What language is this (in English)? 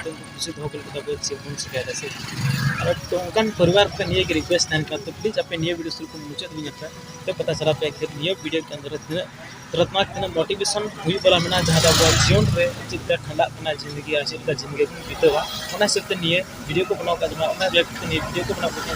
Santali